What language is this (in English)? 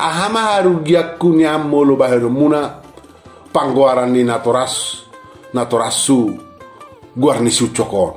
Batak Toba